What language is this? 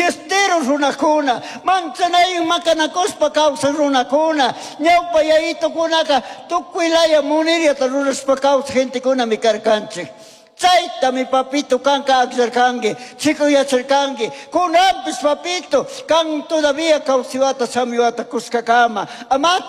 Chimborazo Highland Quichua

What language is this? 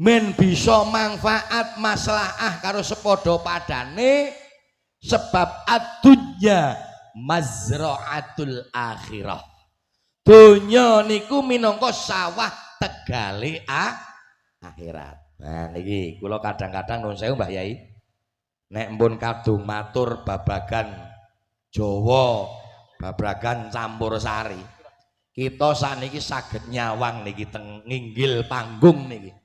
Javanese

